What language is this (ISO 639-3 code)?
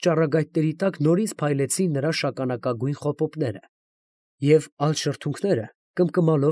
hye